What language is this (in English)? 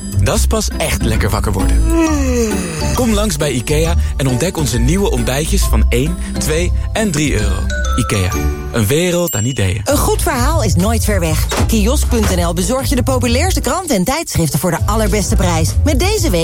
Dutch